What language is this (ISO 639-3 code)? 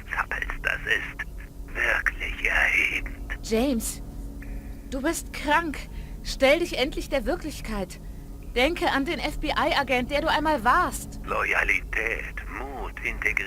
bar